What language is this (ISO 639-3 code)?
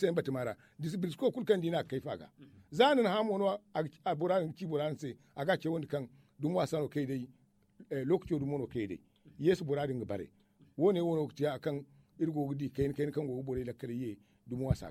dje